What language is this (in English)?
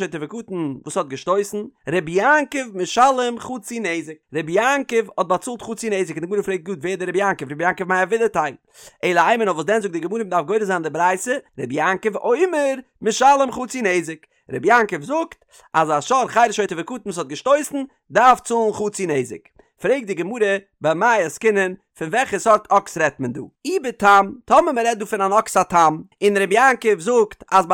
Yiddish